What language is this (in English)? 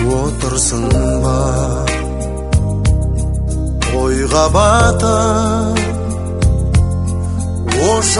Kazakh